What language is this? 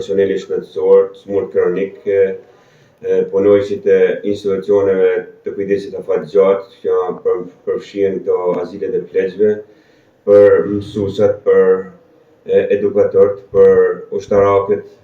Albanian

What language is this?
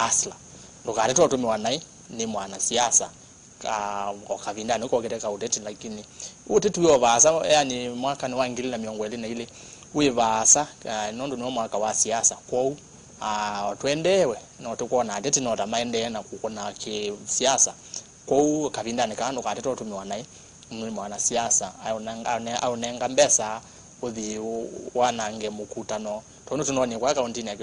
Kamba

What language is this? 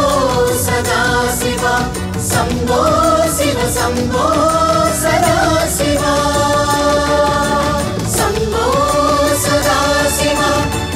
Tamil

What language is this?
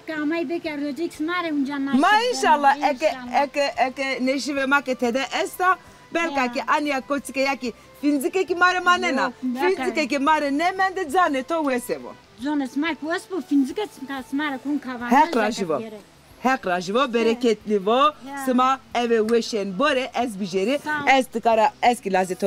Zaza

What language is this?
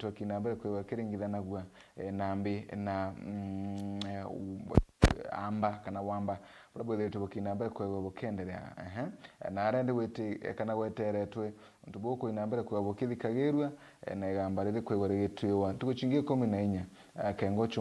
Meru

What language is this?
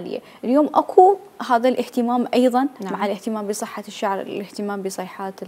Mesopotamian Arabic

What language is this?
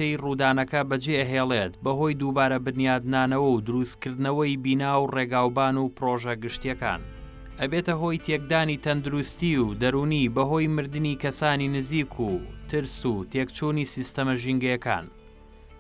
Central Kurdish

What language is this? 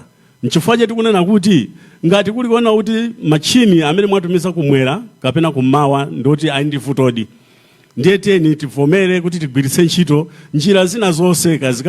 Nyanja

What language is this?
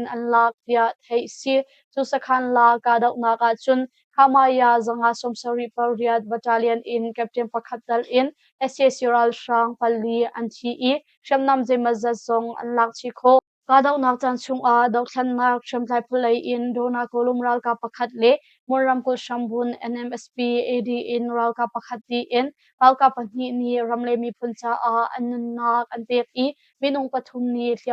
Hakha Chin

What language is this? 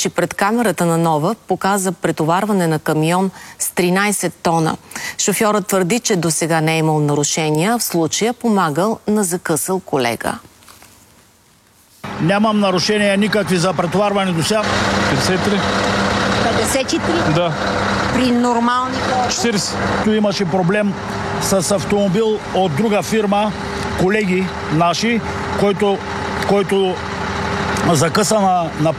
Bulgarian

